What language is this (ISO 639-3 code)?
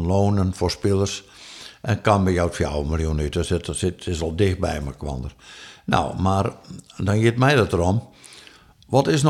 fry